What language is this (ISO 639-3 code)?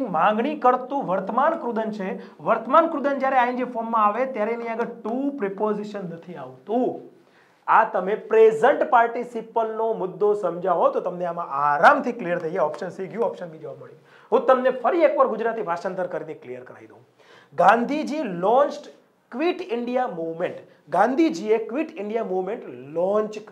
guj